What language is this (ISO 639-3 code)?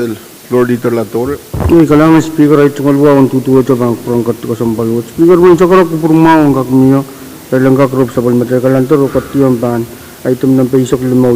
pon